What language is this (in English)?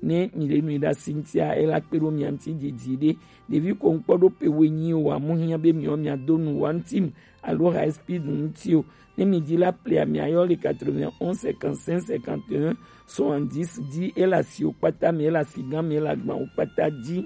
Gen